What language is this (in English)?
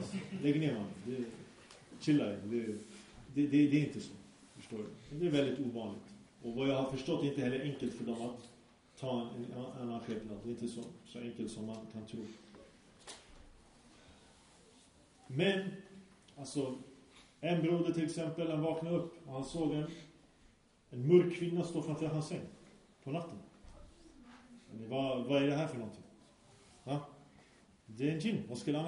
Swedish